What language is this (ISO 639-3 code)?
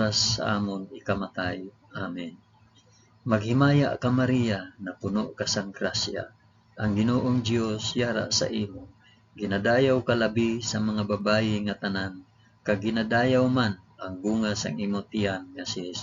hil